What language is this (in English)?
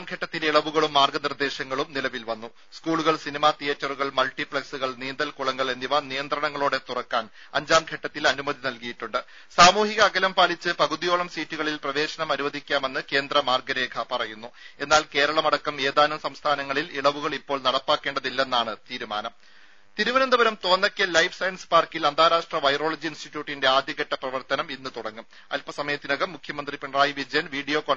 Malayalam